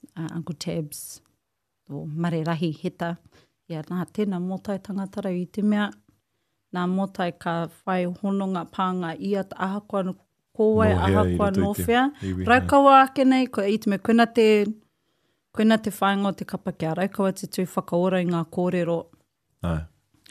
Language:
Māori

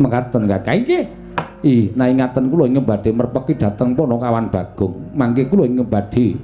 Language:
Javanese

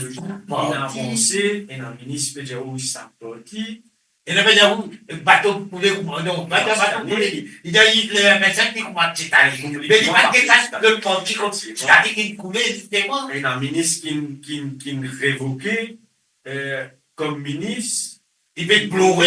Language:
Morisyen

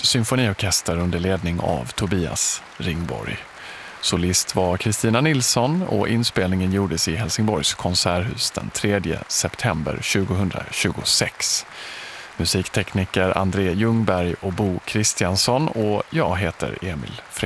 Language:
Swedish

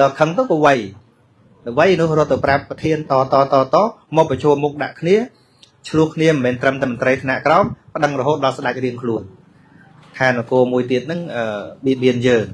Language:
Khmer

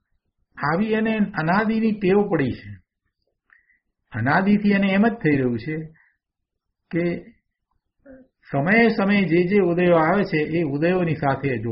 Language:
Gujarati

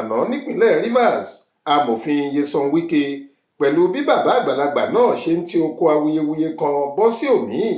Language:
Yoruba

